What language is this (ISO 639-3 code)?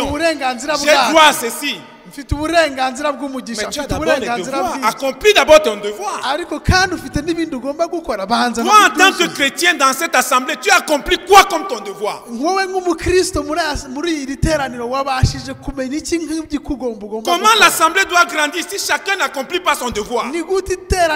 kin